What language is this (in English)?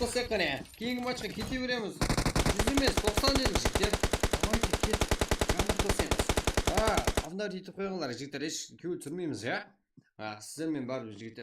Kara-Kalpak